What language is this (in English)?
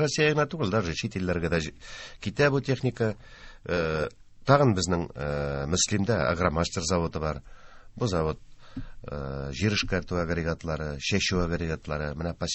Tatar